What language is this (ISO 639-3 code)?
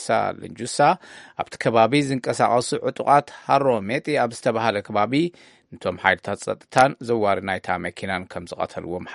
tir